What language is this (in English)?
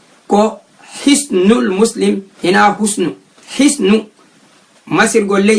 Fula